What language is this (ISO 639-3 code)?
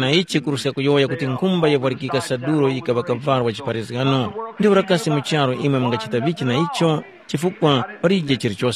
tum